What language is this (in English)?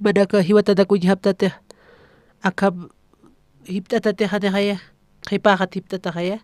Aymara